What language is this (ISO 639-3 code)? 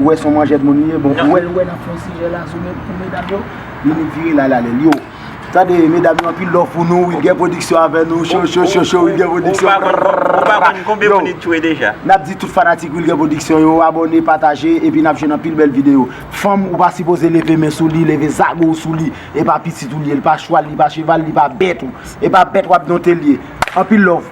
hat